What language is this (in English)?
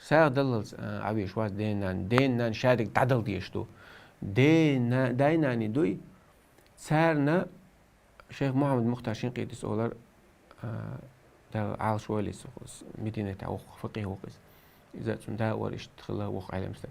Chechen